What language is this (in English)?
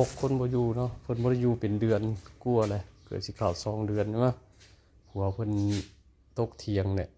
Northeastern Thai